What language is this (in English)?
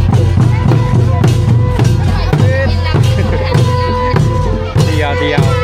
Lao